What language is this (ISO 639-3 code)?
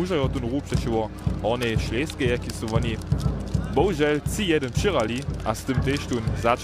hsb